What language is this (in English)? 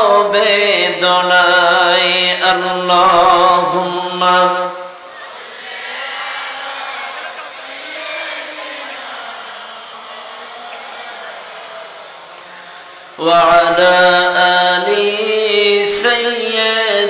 Bangla